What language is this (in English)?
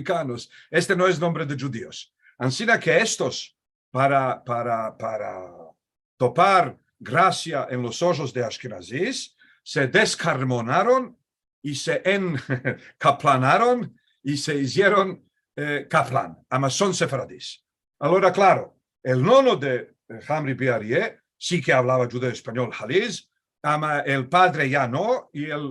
Ladino